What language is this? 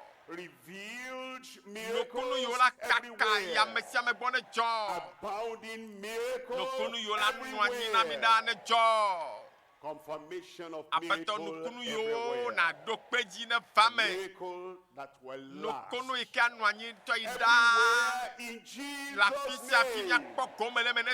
Ewe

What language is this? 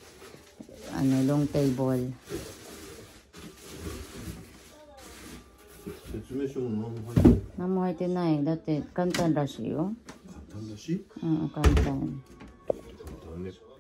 Japanese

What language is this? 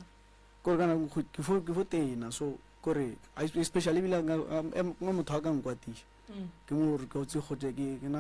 Northern Sotho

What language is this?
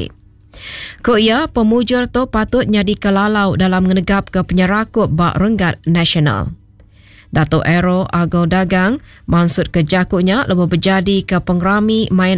Iban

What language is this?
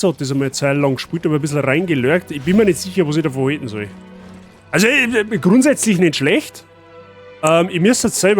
Bavarian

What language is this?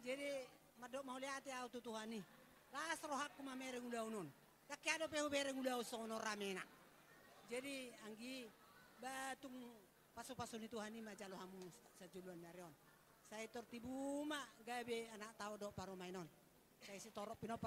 Batak Toba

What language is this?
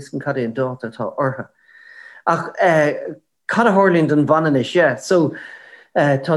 Irish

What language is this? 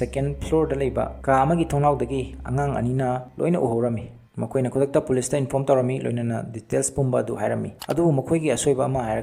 Manipuri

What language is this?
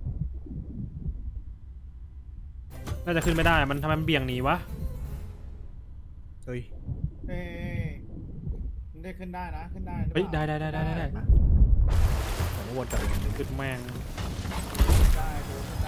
Thai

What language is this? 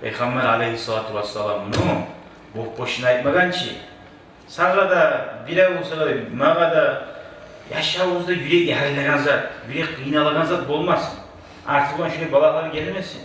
Kumyk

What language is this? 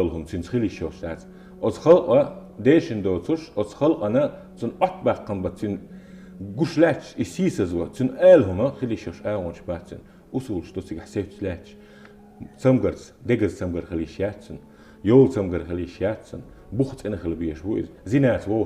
Chechen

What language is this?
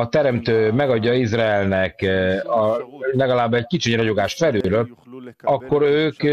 Hungarian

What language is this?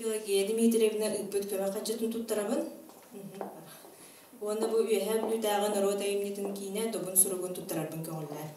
Yakut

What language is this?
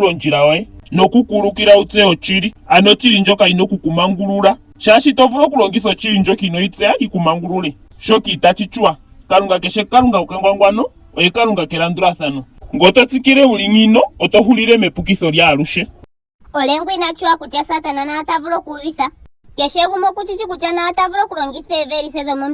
Ndonga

